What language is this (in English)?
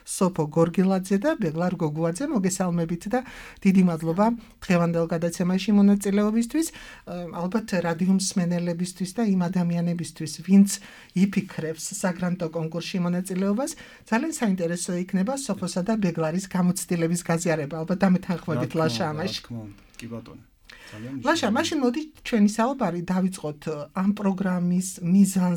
Georgian